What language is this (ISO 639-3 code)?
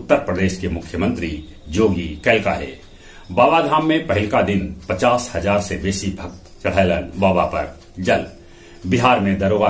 mag